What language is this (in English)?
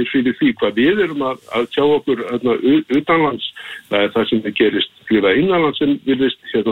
Icelandic